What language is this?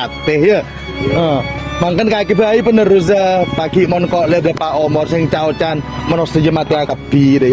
Madurese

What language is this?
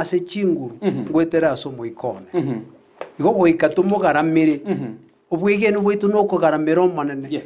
Gusii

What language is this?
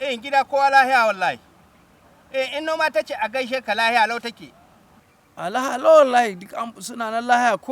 Hausa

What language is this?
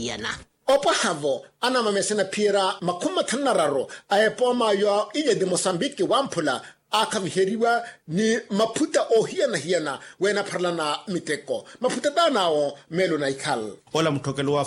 Makhuwa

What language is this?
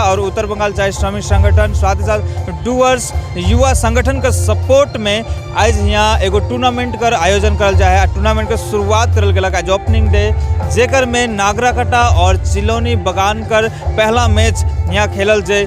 Sadri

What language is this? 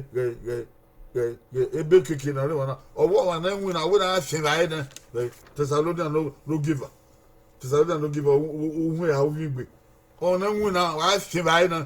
Bini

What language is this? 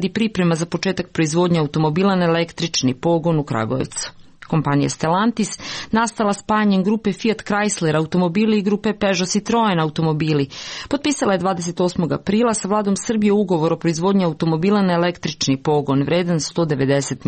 Serbian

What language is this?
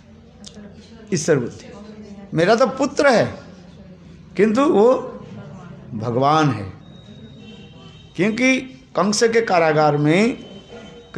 Hindi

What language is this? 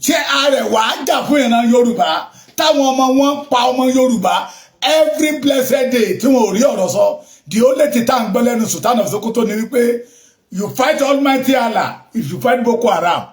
Yoruba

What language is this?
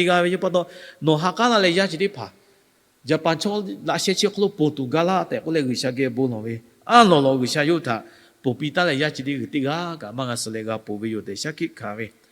Lahu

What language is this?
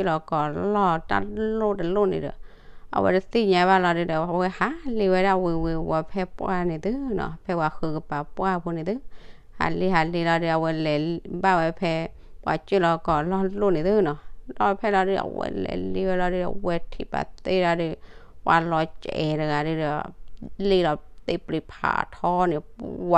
S'gaw Karen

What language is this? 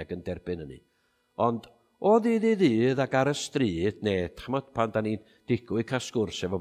Welsh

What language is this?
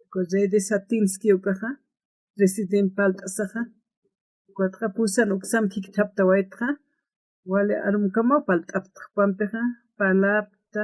Aymara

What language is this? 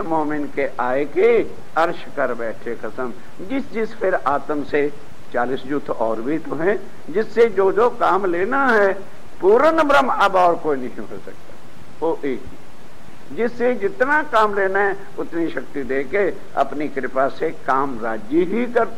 Hindi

